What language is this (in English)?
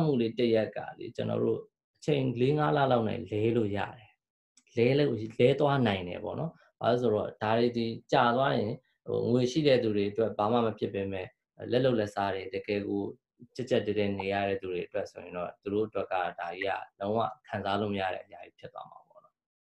Burmese